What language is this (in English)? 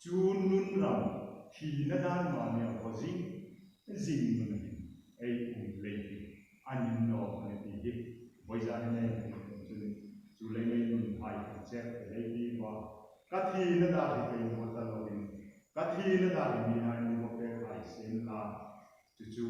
Hmar